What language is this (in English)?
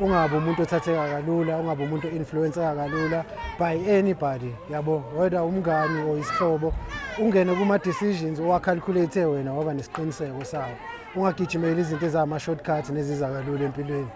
Zulu